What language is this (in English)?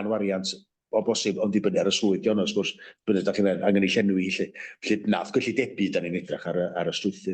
Welsh